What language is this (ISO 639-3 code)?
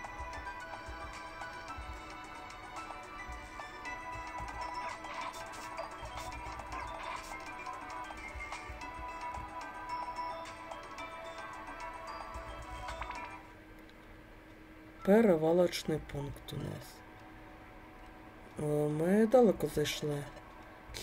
ukr